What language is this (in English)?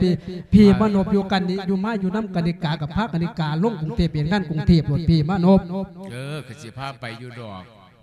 Lao